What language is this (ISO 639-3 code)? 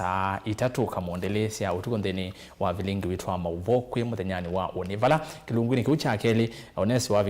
kam